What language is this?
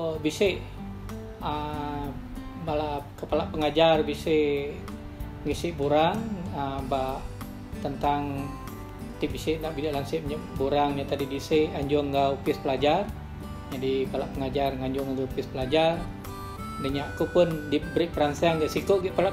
Iban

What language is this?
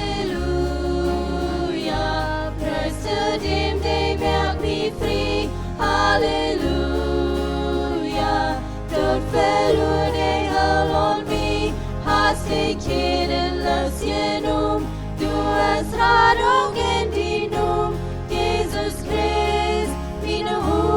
Plautdietsch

